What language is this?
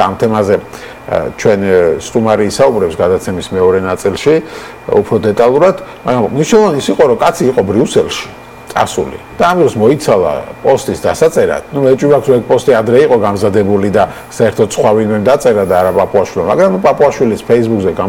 Georgian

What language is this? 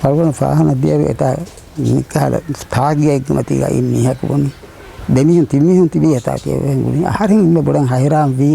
Divehi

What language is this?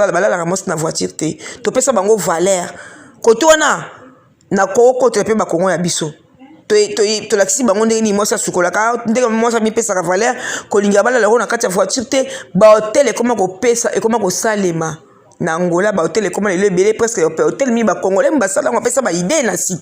Lingala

